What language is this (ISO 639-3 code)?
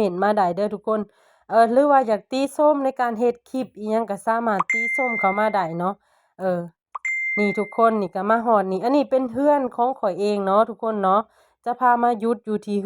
lao